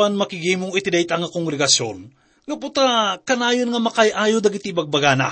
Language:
Iloko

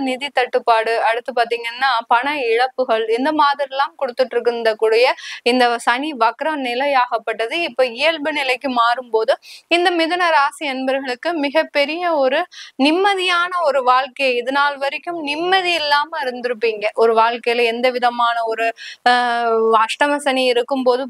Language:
Tamil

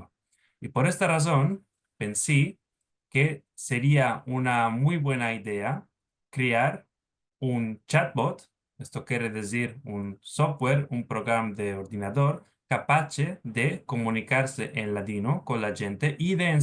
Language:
Ladino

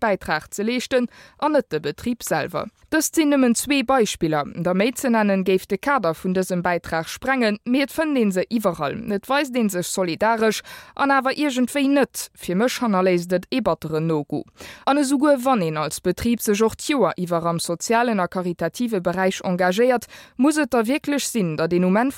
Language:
Luxembourgish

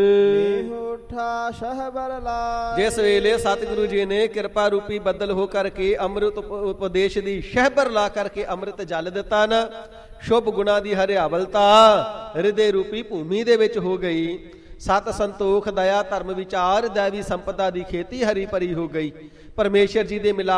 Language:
Punjabi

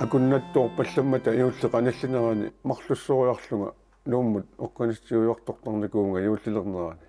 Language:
Kalaallisut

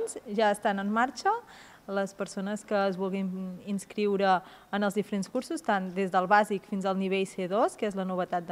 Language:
Catalan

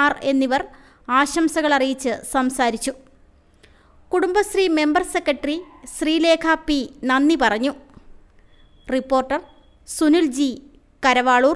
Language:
Malayalam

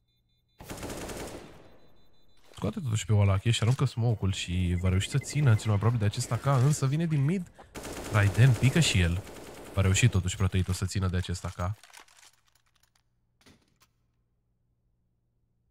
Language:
Romanian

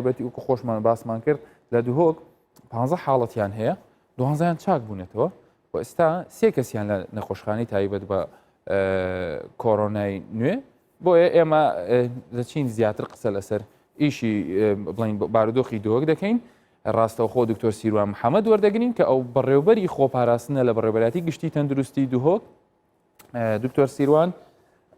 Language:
Central Kurdish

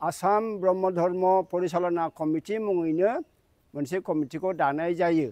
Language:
Bodo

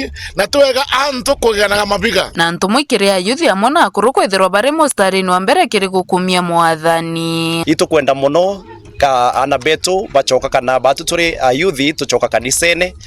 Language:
Meru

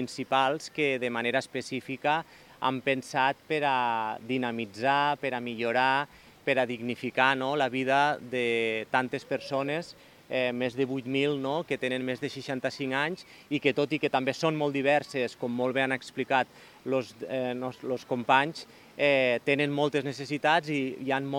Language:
Catalan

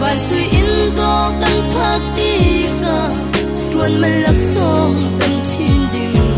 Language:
Falam Chin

